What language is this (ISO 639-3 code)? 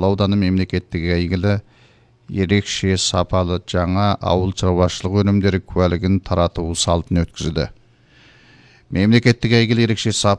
kaz